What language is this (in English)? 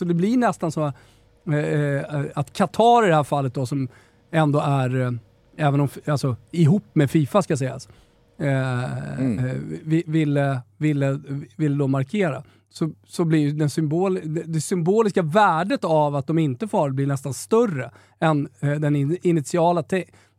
Swedish